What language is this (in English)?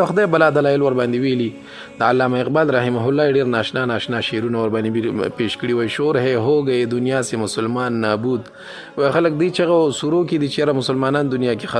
Pashto